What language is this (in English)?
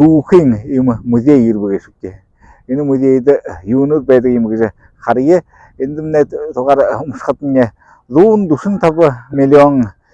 Buriat